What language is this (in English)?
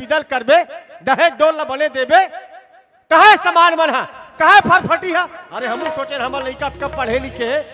Chhattisgarhi